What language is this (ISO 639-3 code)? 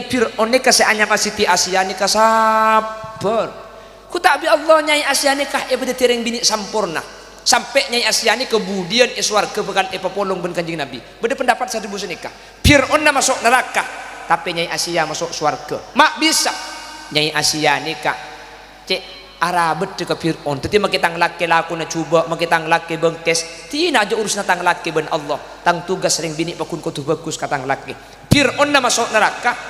mad